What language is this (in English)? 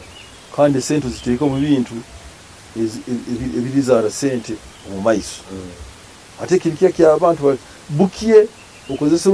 Nyoro